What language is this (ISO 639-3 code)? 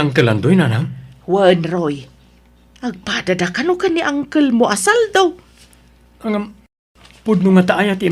ilo